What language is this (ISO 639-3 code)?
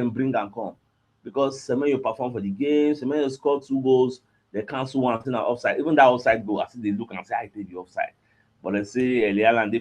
pcm